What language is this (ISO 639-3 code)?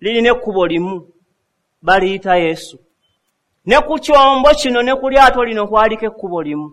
lug